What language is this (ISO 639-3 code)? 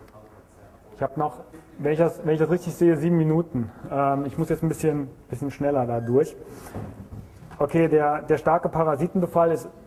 deu